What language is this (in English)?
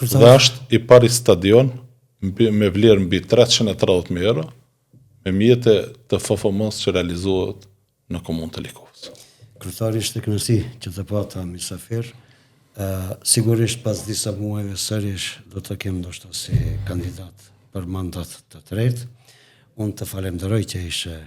Albanian